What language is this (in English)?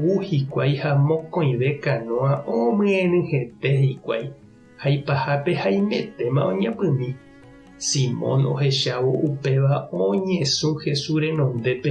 Guarani